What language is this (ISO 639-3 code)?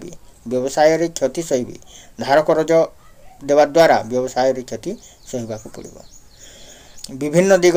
ori